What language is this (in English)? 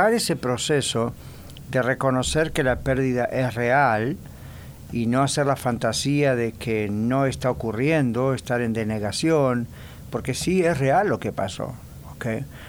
Spanish